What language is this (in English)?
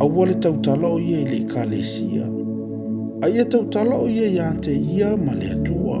Samoan